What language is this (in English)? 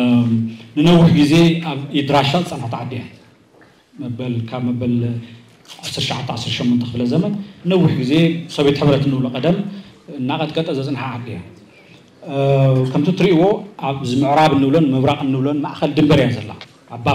Tigrinya